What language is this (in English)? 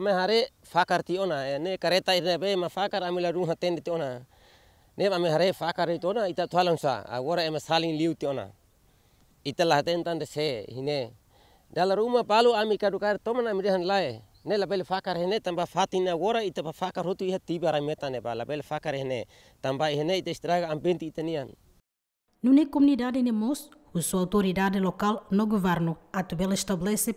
Tetum